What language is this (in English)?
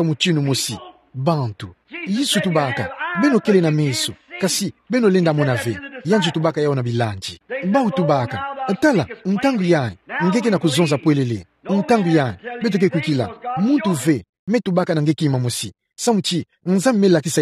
Kituba (Democratic Republic of Congo)